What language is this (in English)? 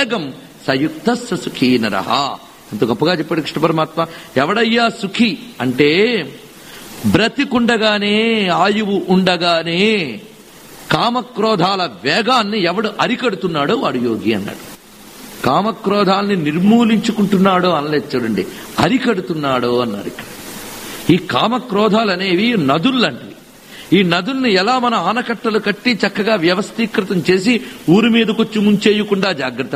Telugu